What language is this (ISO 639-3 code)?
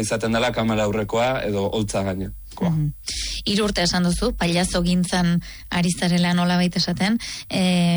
eus